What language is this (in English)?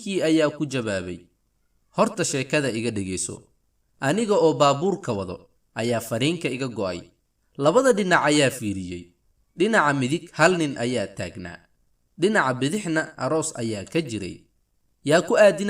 Somali